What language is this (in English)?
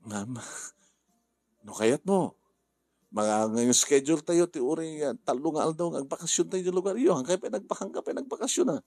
Iloko